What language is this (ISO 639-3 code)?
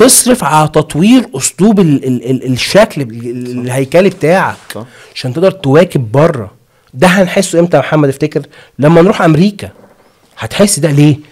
arz